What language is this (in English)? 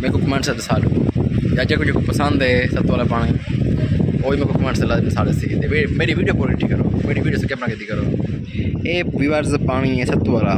Saraiki